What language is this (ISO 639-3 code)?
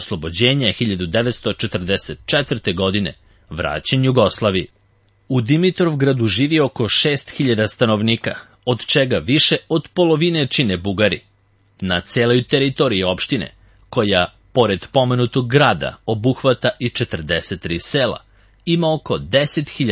srp